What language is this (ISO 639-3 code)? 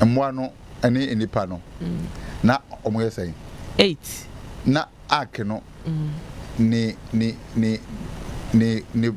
aka